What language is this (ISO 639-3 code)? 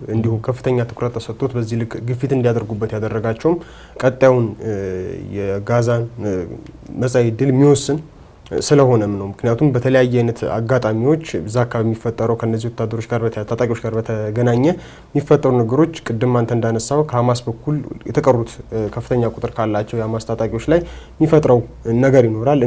amh